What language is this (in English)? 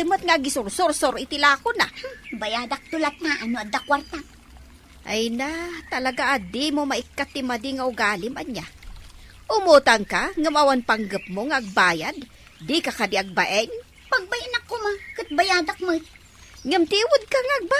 Iloko